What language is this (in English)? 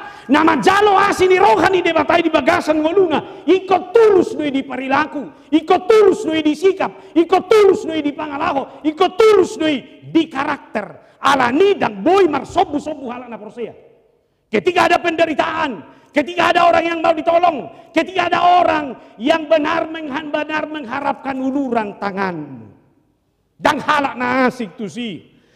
Batak Toba